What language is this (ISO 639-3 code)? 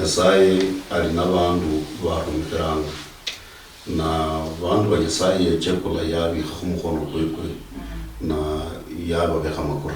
luy